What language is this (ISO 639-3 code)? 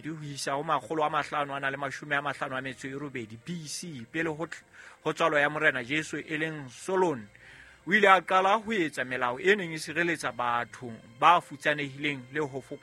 sot